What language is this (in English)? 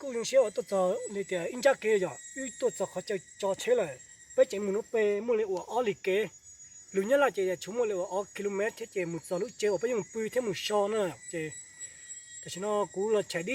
Hmong